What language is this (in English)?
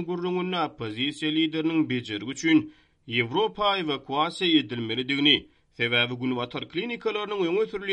Turkmen